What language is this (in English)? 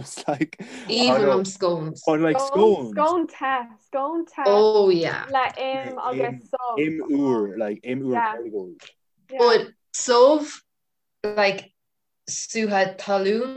Irish